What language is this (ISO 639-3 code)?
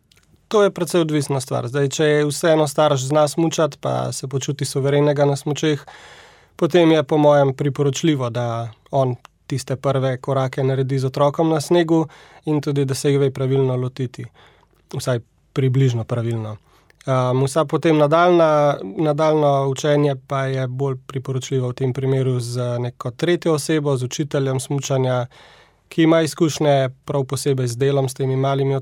slv